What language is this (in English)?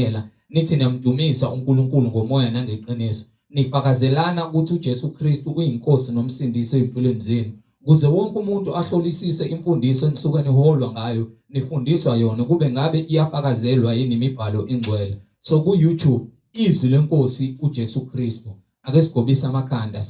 Zulu